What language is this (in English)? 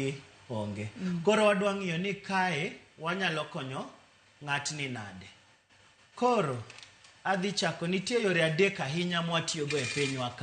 Luo (Kenya and Tanzania)